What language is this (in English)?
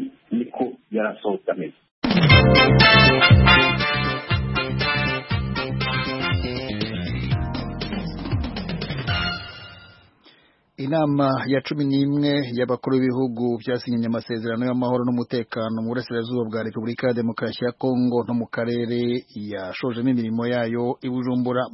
Kinyarwanda